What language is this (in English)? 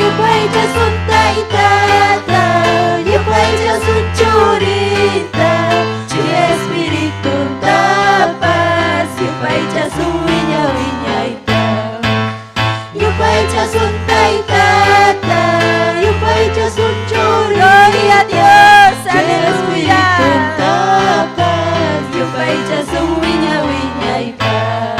Ayacucho Quechua